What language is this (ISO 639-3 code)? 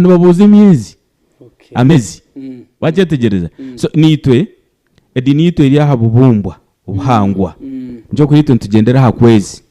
nyn